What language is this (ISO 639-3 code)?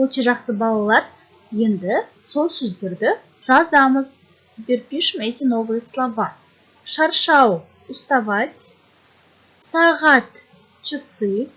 kaz